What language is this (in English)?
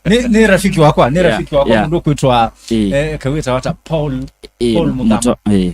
Kamba